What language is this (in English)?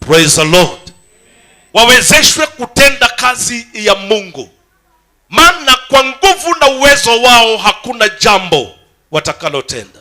Swahili